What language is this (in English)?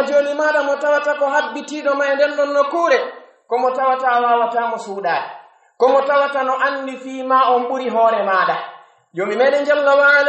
Pular